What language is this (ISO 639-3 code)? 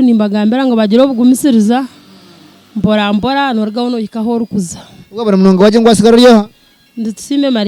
nyn